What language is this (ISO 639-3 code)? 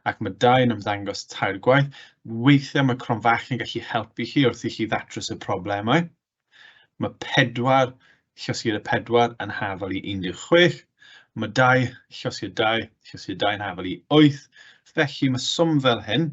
cym